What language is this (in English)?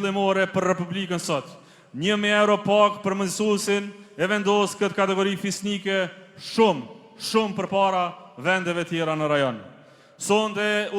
Albanian